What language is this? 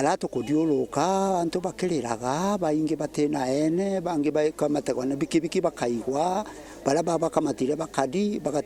Meru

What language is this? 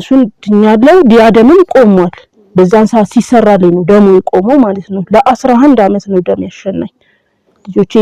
Amharic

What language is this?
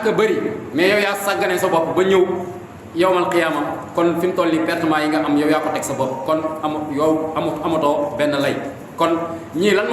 Wolof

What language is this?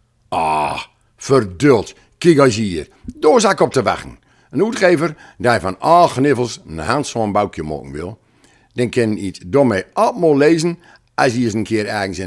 Gronings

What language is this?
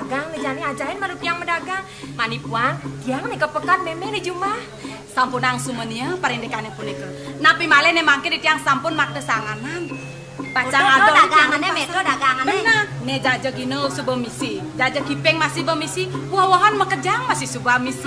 Balinese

